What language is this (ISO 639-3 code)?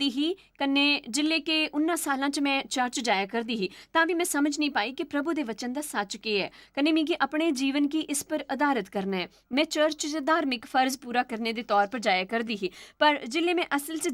doi